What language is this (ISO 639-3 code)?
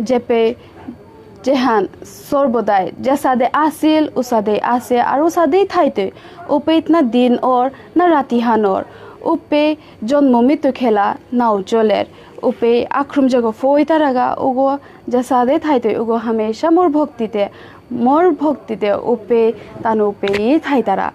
bpy